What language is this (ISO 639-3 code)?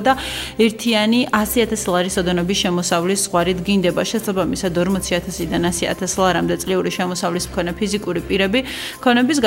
kat